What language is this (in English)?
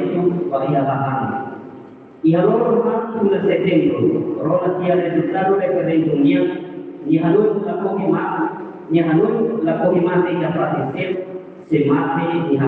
Tetum